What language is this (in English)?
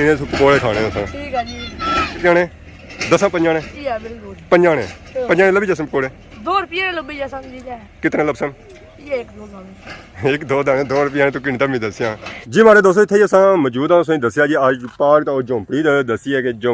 Pahari-Potwari